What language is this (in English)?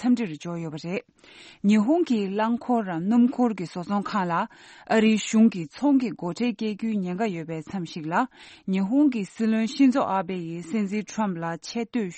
Tibetan